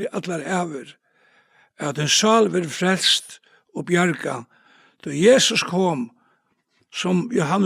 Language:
Faroese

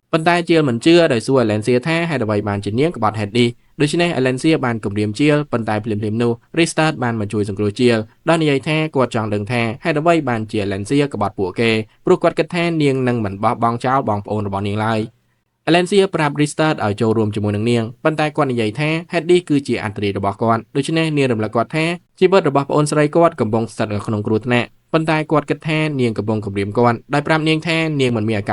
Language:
Khmer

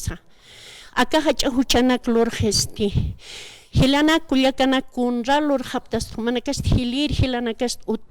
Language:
Aymara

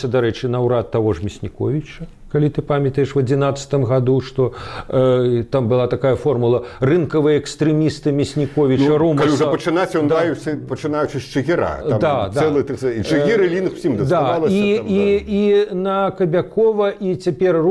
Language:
Belarusian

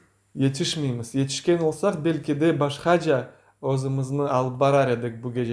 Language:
Crimean Tatar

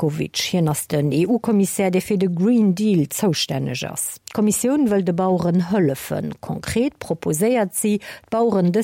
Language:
Luxembourgish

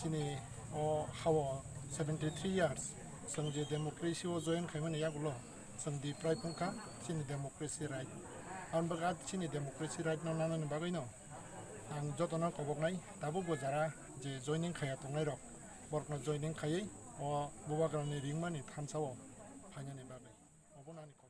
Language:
Kok Borok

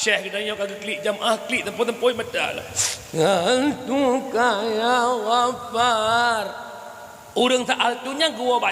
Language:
Achinese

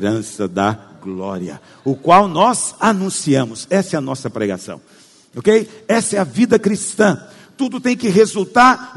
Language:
Portuguese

